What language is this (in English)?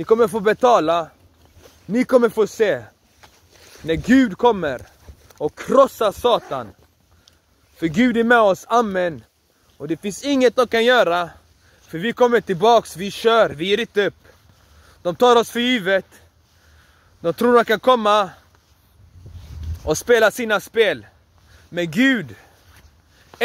Swedish